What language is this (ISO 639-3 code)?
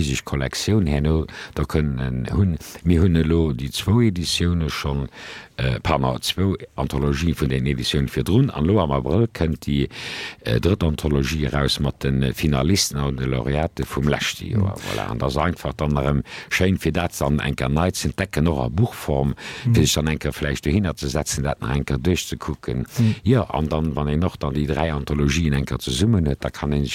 ltz